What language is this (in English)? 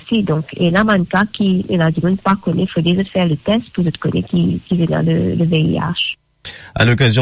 French